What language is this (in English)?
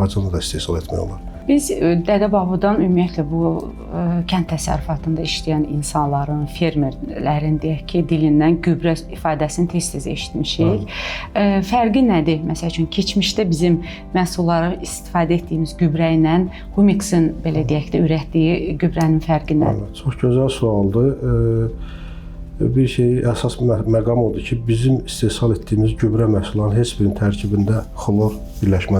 Azerbaijani